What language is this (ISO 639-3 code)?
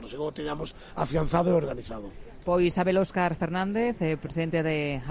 glg